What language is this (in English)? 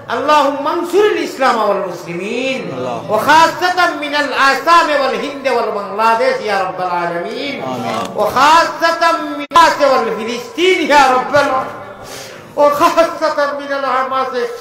Sylheti